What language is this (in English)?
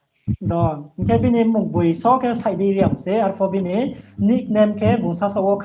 Riang (India)